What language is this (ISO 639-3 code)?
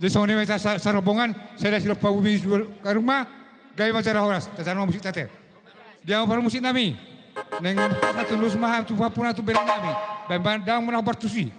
bbc